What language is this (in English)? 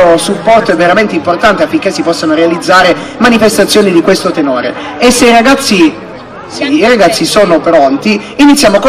Italian